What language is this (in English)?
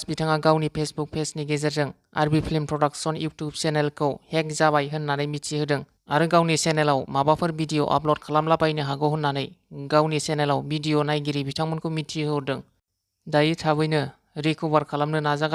Bodo